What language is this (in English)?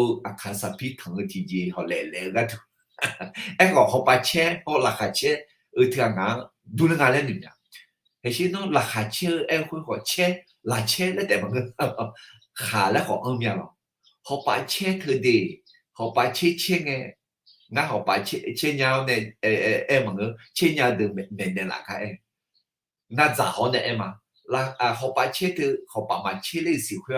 Akha